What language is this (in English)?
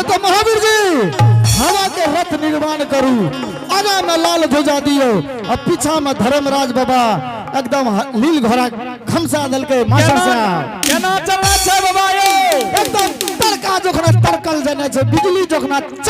Angika